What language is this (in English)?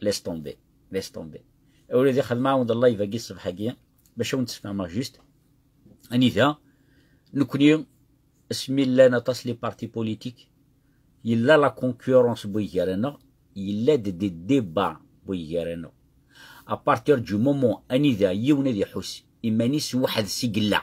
Kabyle